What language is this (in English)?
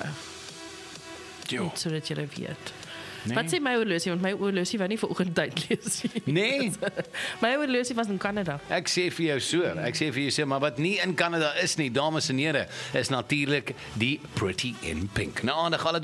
Afrikaans